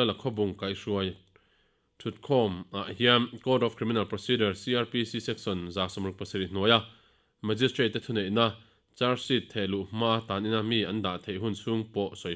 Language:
Mizo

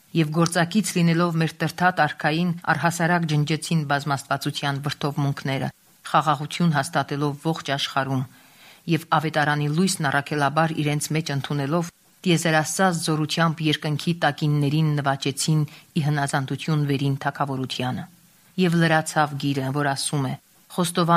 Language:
Armenian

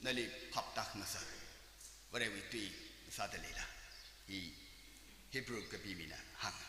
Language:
Tangkhul Naga (India)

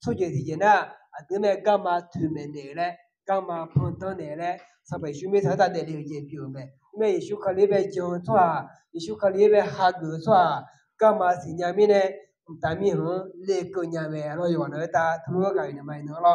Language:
Akha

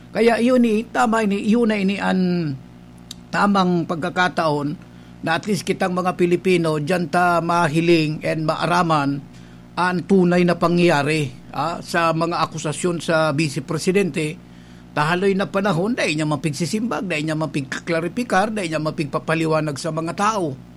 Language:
Bikol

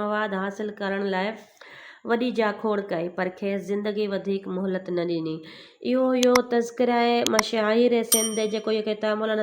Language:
Sindhi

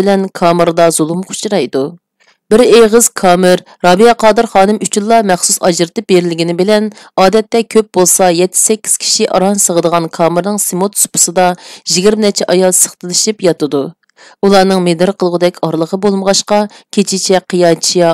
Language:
Uyghur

